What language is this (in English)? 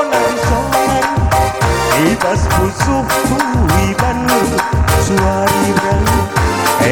Batak Karo